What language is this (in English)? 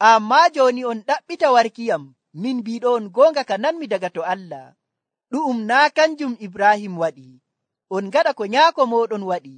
Nigerian Fulfulde